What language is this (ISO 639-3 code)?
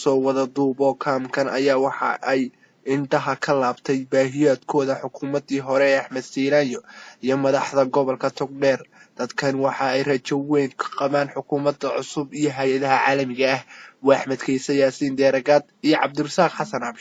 som